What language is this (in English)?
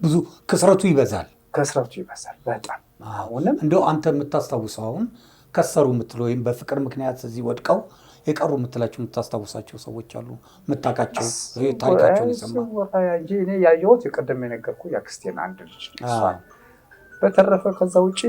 Amharic